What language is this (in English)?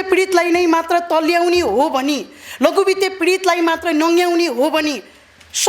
Nepali